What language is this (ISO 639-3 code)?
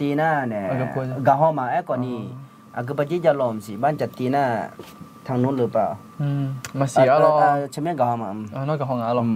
ahk